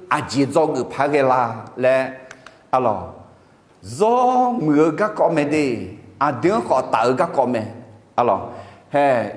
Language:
Akha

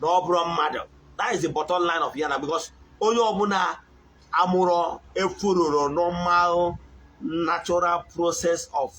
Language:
Igbo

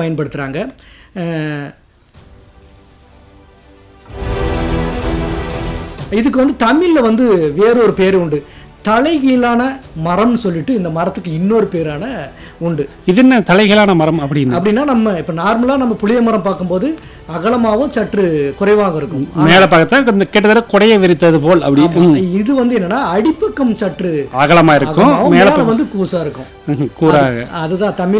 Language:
Tamil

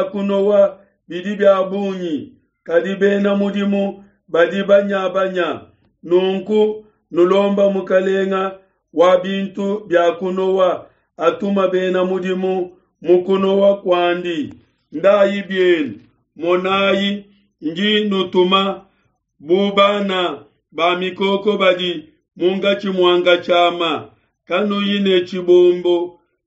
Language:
Luba-Lulua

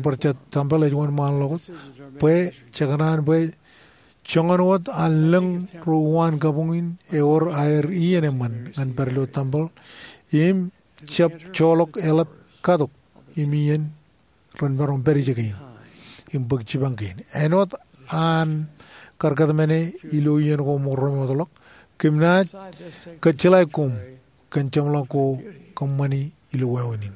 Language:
Marshallese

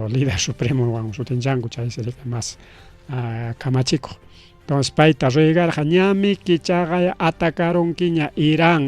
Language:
Ayacucho Quechua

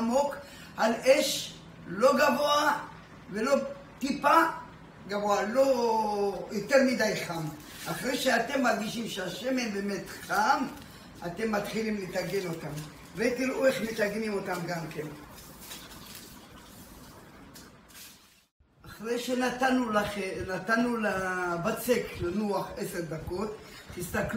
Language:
Hebrew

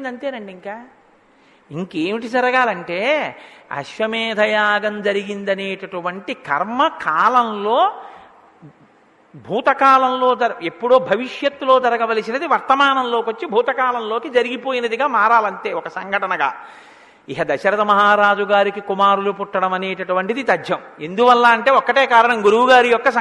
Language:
Telugu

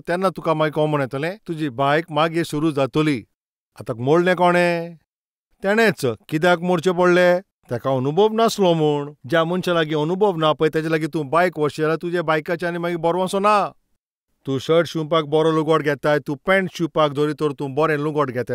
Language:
Konkani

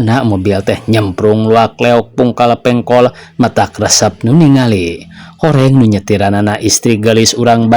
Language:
Sundanese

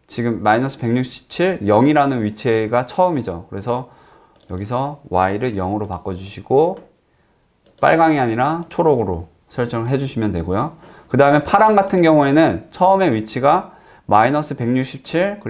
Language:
Korean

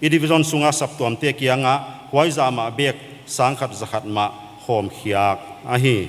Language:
Paite Chin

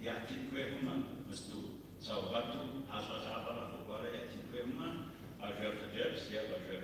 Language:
Kabardian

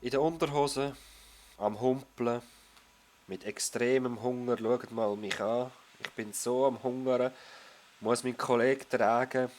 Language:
Swiss German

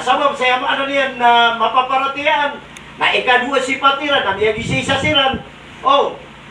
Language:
Maranao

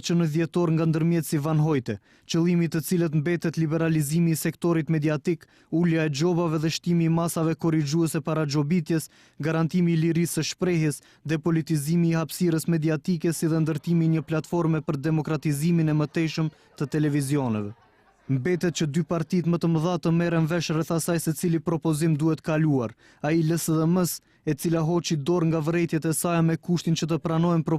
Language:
Albanian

